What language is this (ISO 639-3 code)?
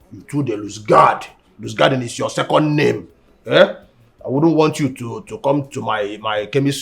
pcm